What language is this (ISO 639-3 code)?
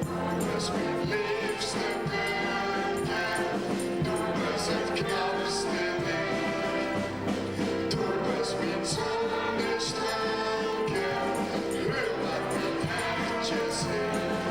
lim